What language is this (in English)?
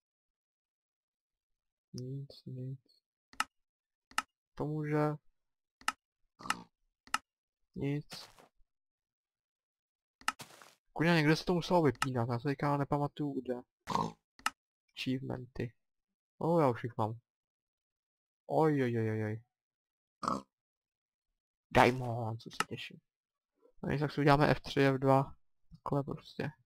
Czech